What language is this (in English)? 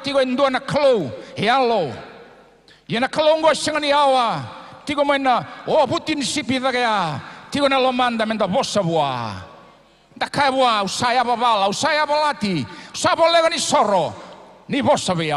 Fijian